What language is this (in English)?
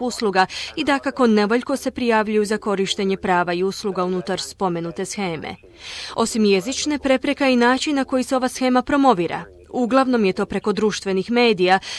Croatian